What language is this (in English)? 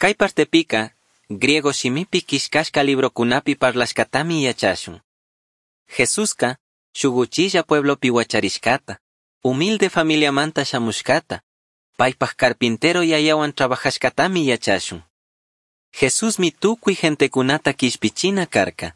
Chimborazo Highland Quichua